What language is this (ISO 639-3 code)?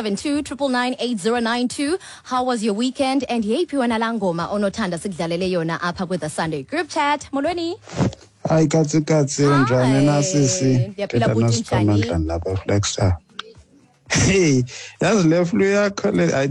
xho